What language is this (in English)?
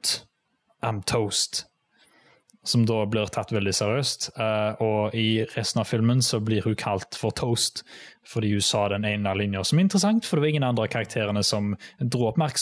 Norwegian